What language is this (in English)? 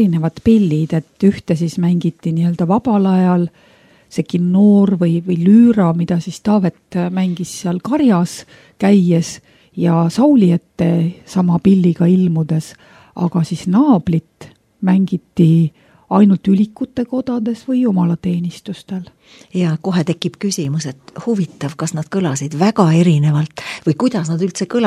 Estonian